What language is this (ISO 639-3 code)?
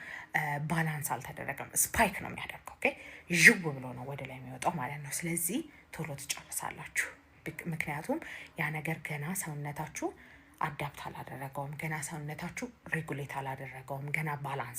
amh